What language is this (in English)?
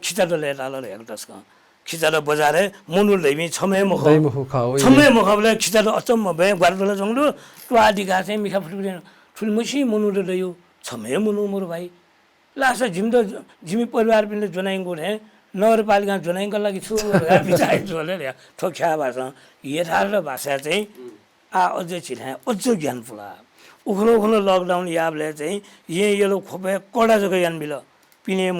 Newari